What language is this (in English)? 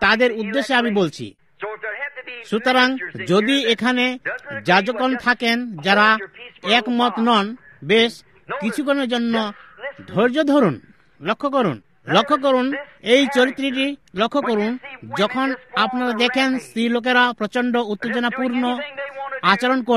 Bangla